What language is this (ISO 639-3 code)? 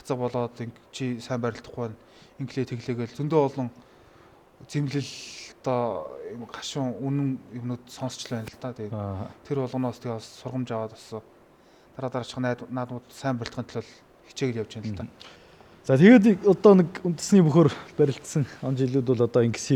mon